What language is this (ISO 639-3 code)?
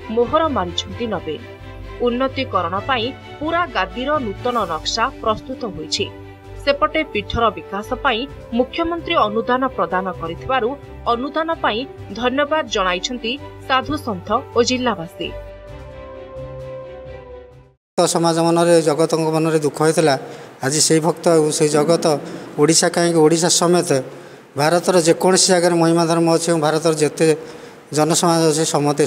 ori